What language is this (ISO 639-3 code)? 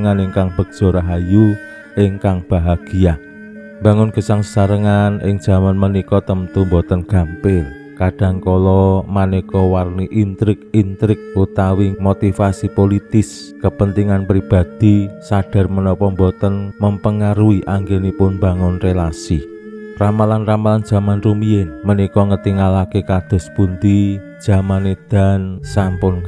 jav